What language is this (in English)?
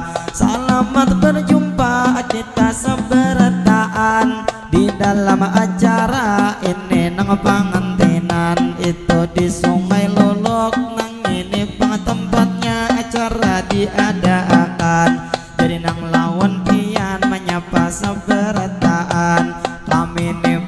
Banjar